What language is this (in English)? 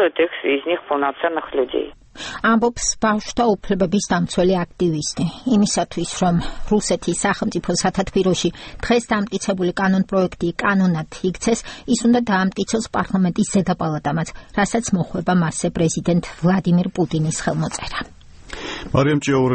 Georgian